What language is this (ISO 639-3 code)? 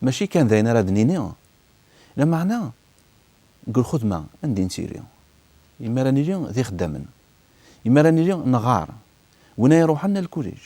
kab